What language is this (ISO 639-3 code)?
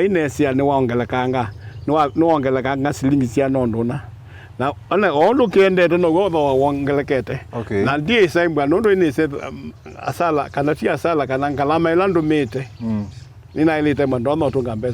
kam